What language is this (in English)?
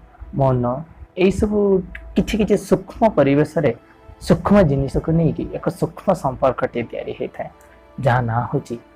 Odia